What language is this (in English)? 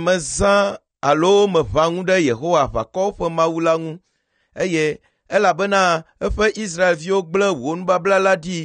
Ewe